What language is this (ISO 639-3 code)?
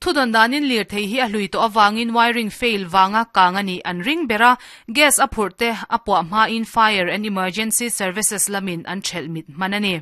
lus